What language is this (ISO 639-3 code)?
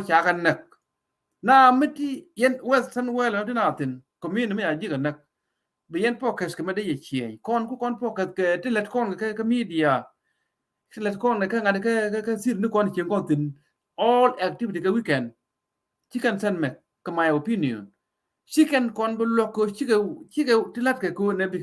nus